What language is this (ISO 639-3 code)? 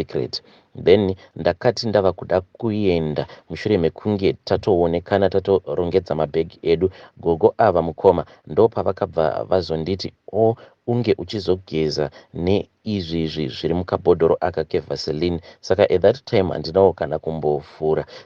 sna